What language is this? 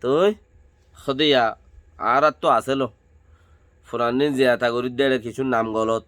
Rohingya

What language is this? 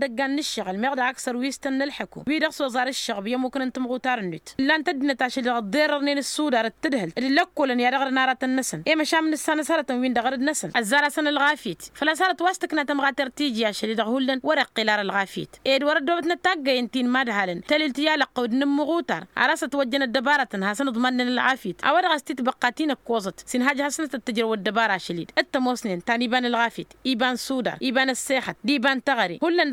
Tamasheq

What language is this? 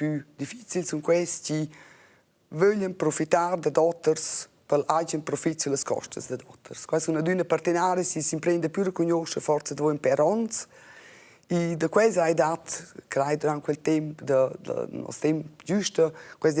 Romansh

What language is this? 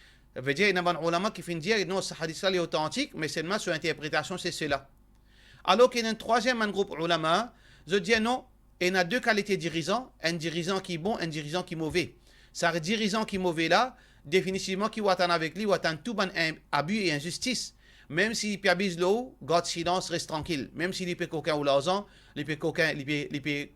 Morisyen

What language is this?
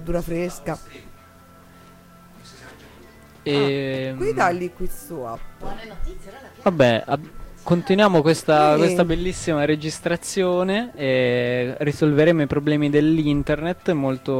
Italian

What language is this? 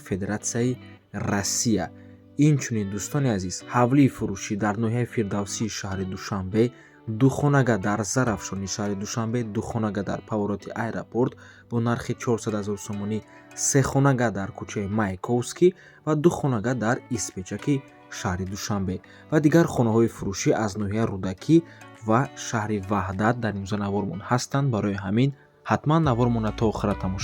Tajik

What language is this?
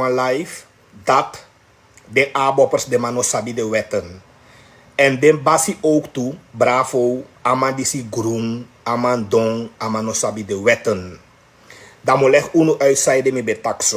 Sranan Tongo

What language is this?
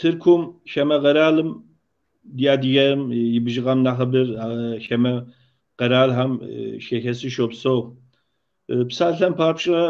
Kabardian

